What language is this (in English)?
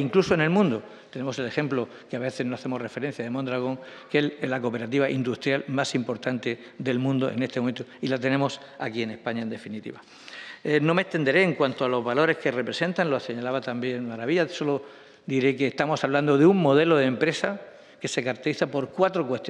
Spanish